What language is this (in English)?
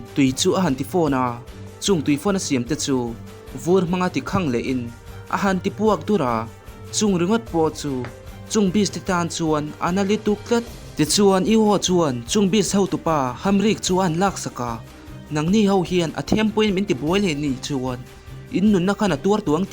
Mizo